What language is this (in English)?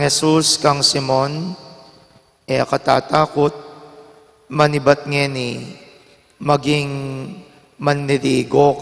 Pampanga